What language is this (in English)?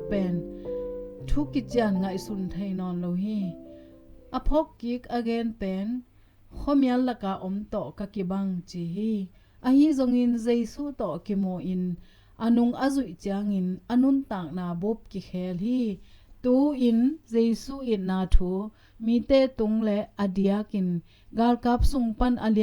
Tedim Chin